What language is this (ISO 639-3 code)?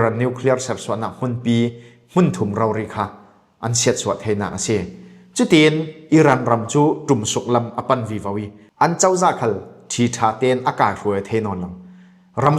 cfm